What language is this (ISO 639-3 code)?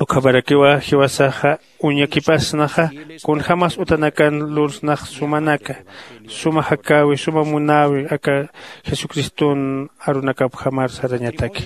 aym